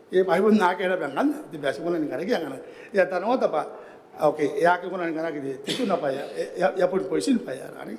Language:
Gilbertese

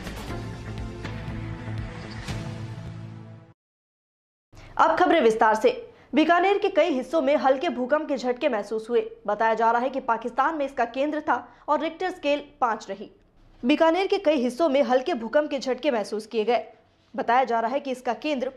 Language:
Hindi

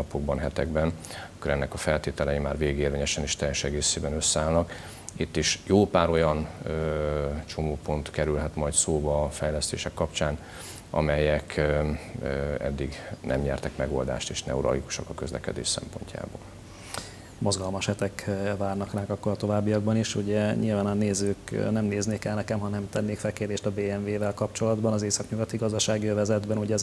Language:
Hungarian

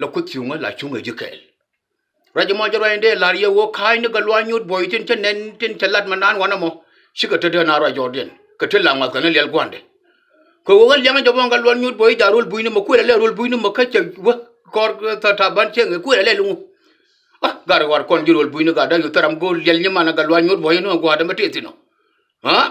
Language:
Nuer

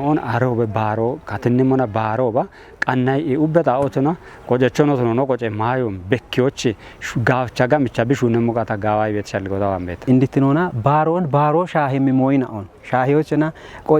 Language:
Kafa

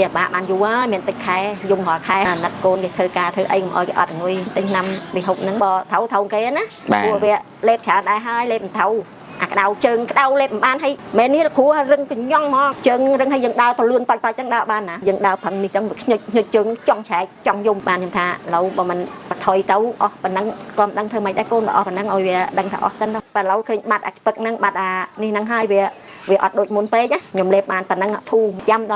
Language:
Khmer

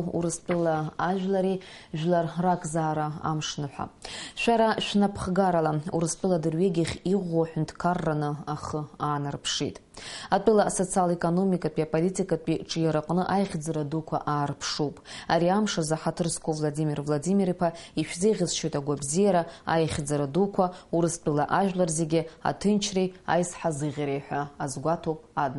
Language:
Abkhazian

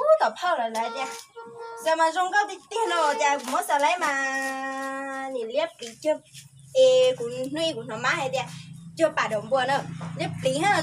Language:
Hmong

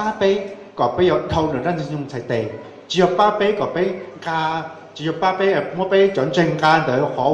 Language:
Hmong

